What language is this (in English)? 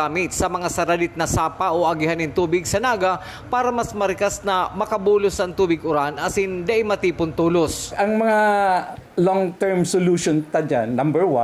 Bikol